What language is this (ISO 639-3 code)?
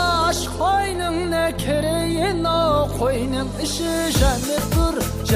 kaa